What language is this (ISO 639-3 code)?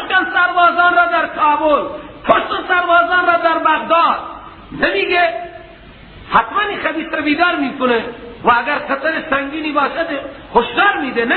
fas